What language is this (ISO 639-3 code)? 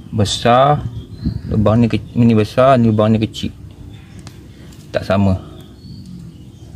msa